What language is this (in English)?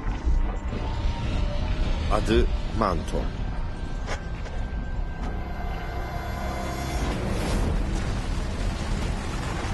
Turkish